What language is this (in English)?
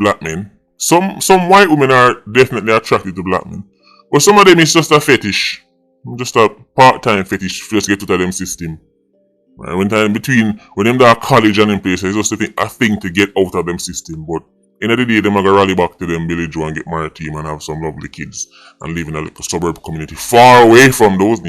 Jamaican Creole English